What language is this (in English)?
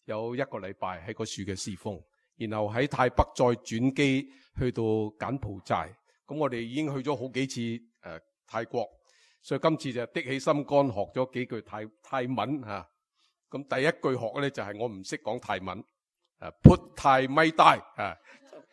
Cantonese